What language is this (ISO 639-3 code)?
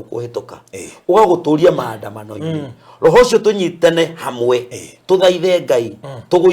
kik